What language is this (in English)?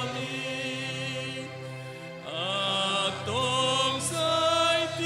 Batak Toba